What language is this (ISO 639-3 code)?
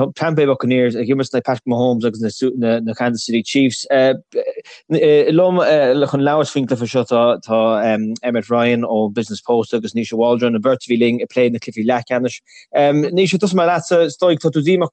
gle